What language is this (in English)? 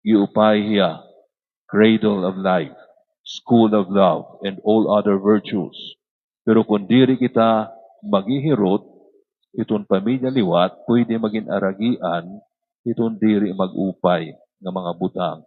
Waray